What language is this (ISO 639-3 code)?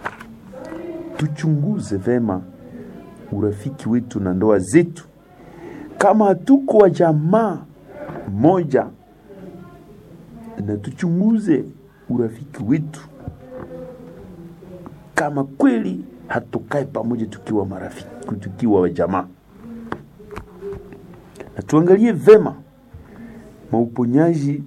swa